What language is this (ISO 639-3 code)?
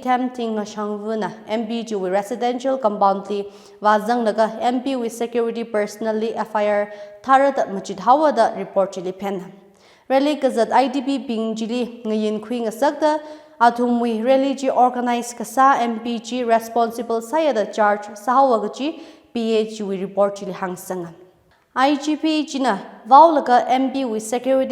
nmf